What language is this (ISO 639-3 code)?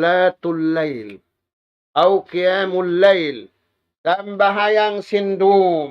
tsg